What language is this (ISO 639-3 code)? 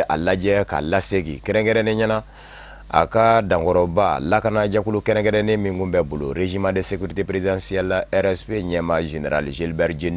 bam